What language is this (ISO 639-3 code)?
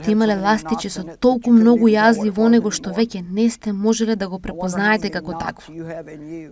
mkd